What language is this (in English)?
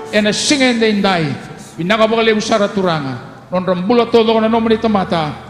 Fijian